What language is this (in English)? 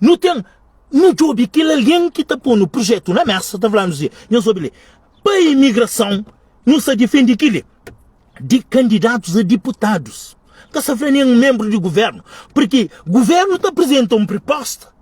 Kabuverdianu